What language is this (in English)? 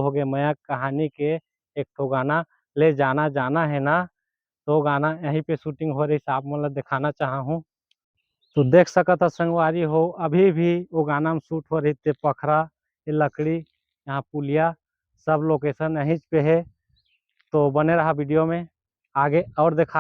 Chhattisgarhi